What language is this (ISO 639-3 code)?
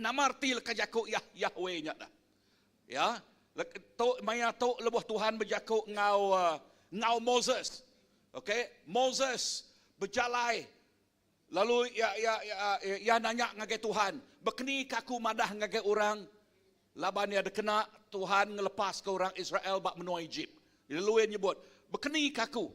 iba